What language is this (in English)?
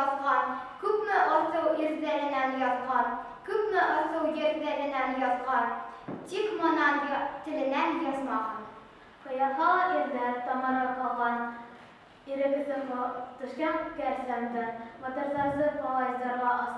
Bashkir